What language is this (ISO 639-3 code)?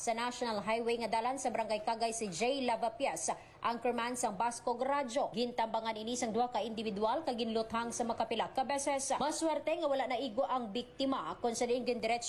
hil